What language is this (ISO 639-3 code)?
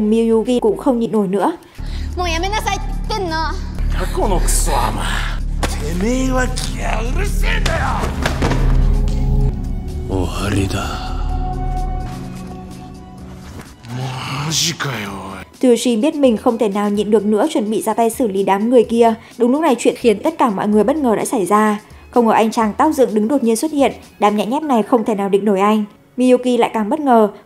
vie